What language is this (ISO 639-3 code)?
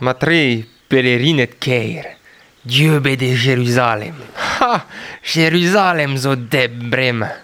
bre